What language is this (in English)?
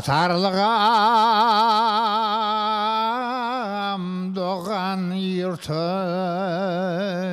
Crimean Tatar